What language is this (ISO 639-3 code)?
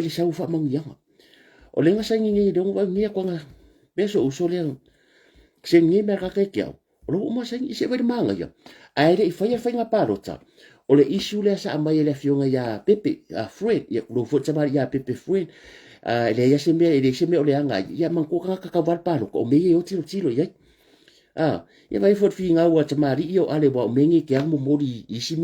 smo